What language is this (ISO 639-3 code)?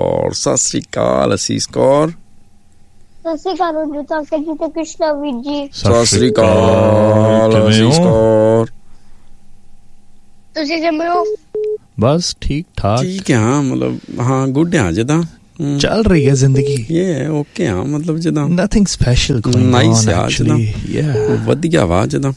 pan